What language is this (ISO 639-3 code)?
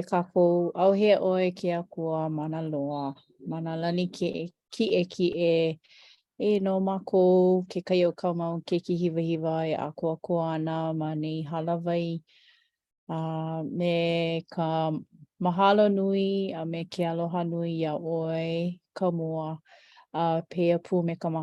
haw